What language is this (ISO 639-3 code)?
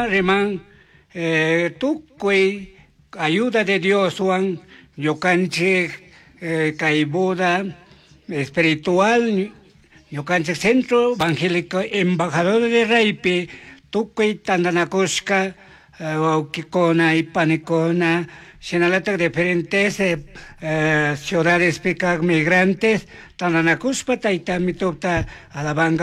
qug